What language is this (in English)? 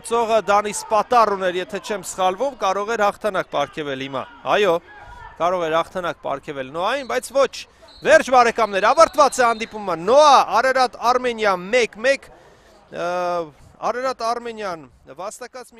Armenian